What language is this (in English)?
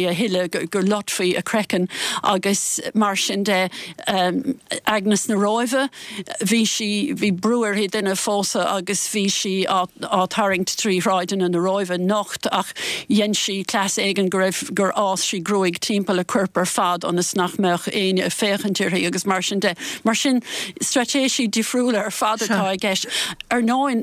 Irish